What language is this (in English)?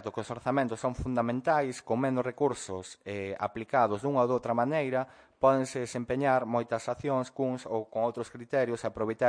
Galician